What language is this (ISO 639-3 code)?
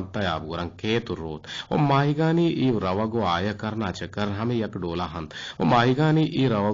bgp